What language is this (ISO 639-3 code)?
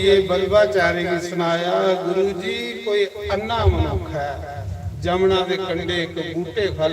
doi